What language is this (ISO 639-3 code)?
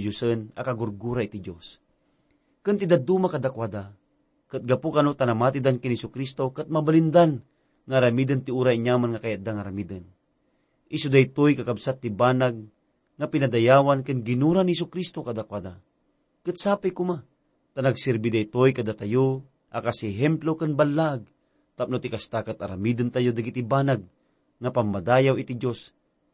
ilo